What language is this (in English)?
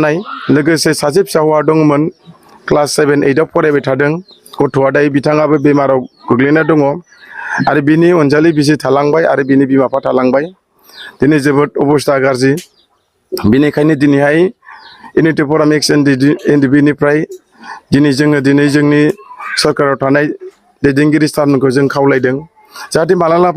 Bodo